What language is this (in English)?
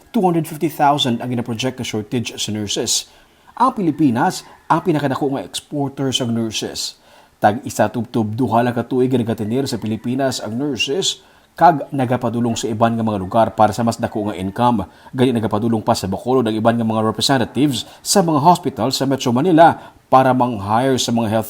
Hiligaynon